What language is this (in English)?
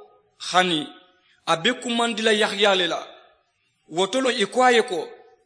Mandingo